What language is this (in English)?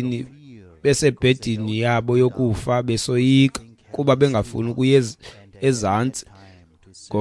Xhosa